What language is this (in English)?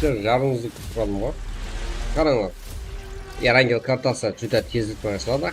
Kara-Kalpak